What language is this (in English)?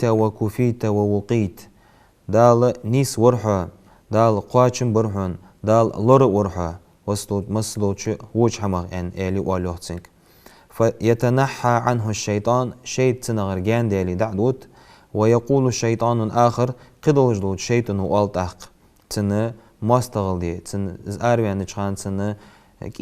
Ingush